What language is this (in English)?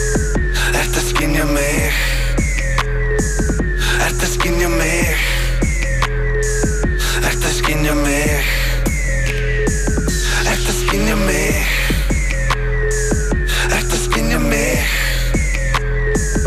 Icelandic